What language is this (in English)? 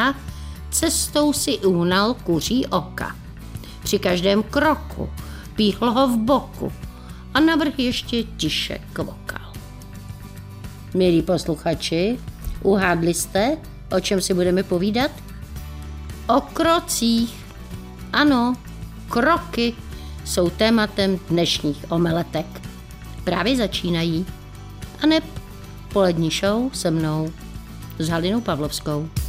Czech